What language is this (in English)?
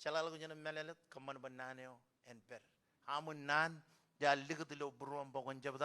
Marshallese